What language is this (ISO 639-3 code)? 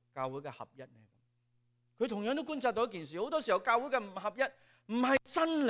yue